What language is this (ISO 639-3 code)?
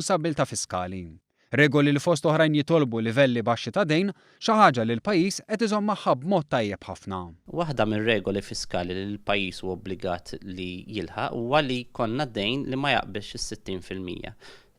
mlt